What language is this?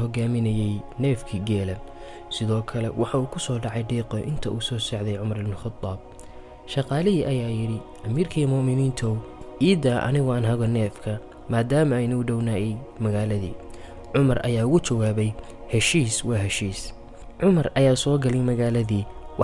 Somali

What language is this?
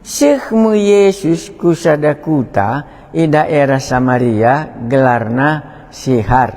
Batak Karo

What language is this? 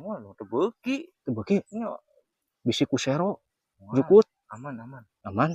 Sundanese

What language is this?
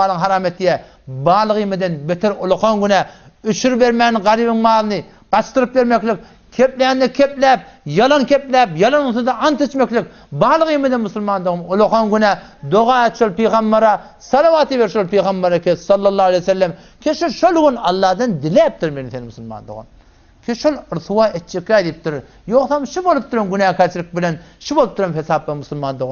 Turkmen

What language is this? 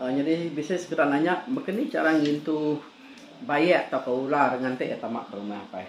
Iban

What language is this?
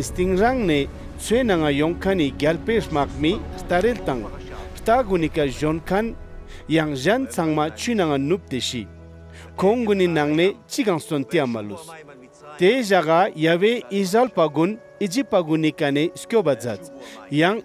Ladakhi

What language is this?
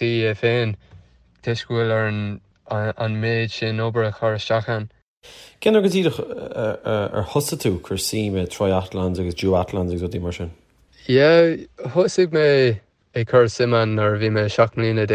Irish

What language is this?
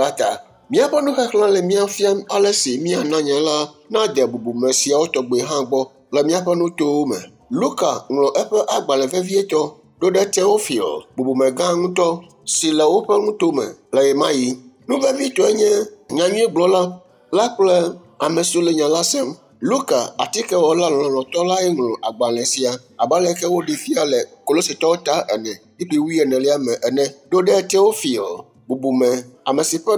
Ewe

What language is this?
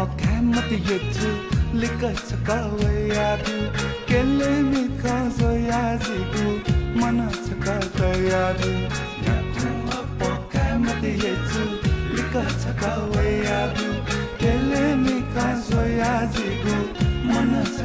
Newari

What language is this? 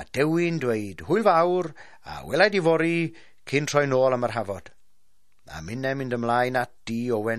Welsh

